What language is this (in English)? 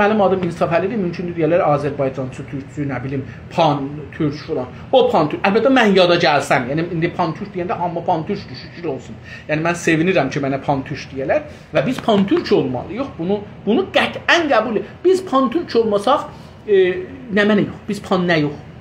South Azerbaijani